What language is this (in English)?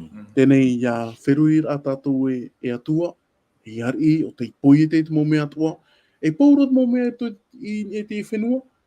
Tahitian